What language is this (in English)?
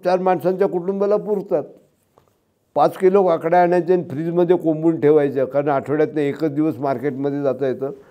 Marathi